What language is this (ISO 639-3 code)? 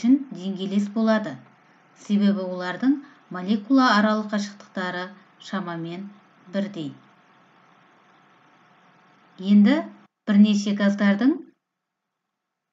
kaz